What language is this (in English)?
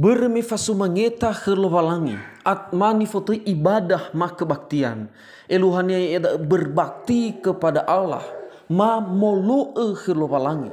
Nias